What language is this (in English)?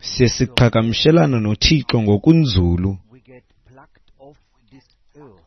Xhosa